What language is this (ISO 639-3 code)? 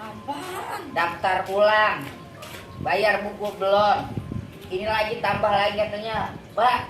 bew